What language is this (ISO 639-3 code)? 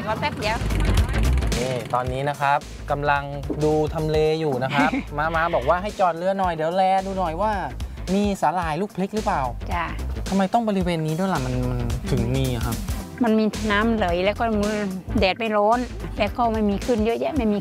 tha